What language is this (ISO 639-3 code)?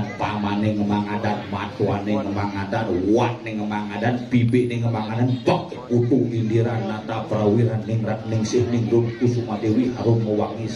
ban